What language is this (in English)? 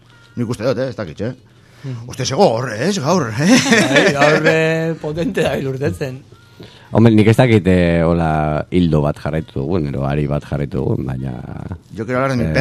Basque